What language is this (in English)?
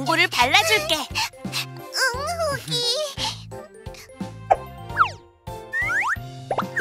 Korean